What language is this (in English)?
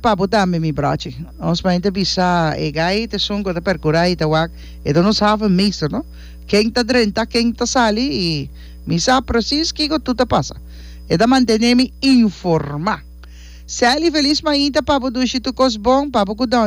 Papiamento